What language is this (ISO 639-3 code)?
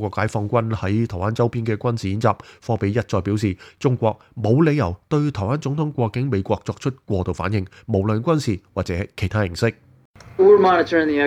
yue